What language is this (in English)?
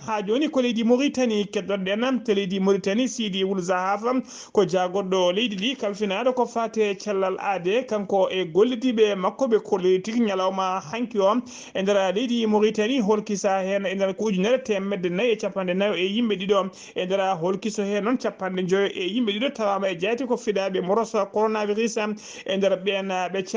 Fula